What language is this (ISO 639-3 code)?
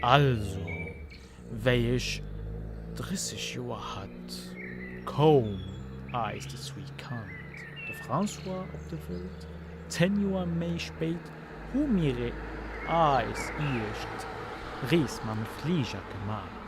apc